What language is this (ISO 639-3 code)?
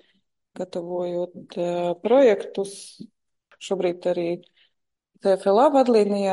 lav